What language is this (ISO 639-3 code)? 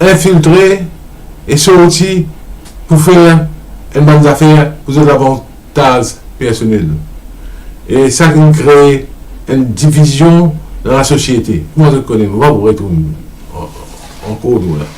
mfe